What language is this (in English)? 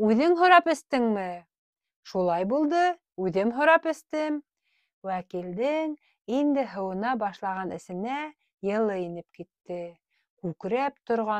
Bashkir